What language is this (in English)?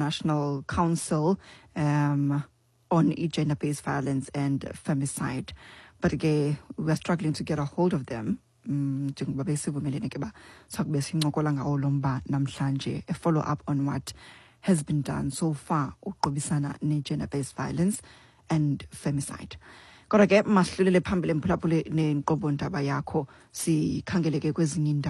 Xhosa